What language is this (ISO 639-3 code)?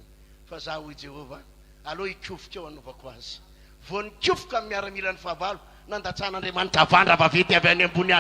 mlg